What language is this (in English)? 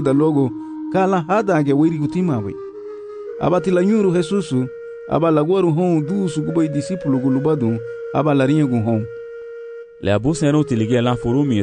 Garifuna